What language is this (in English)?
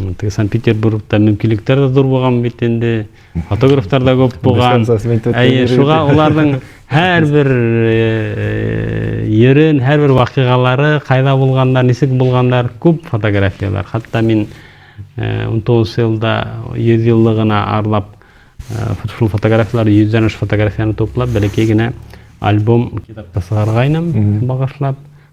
Bashkir